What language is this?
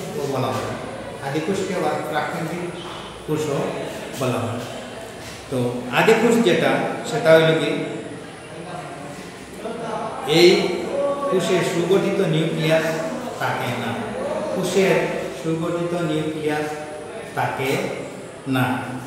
Bangla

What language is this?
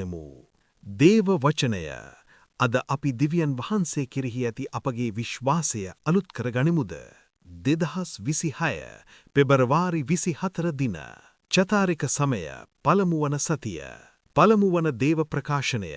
Sinhala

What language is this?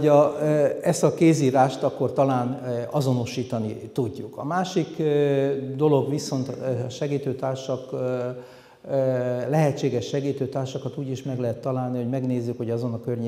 Hungarian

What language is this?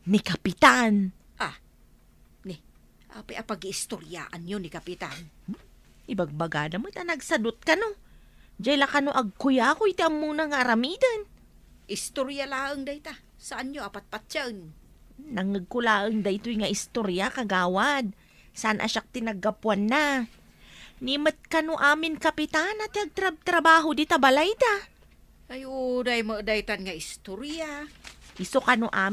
Iloko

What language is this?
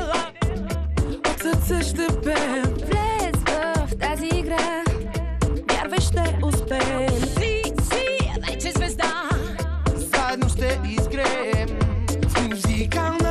Bulgarian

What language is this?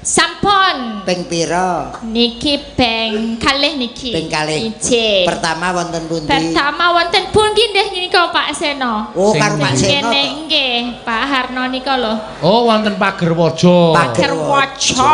Javanese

